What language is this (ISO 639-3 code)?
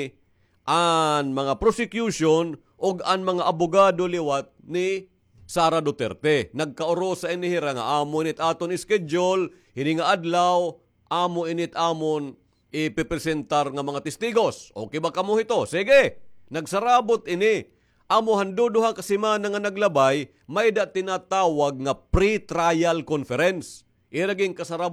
war